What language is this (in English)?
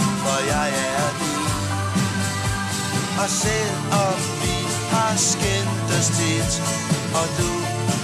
Danish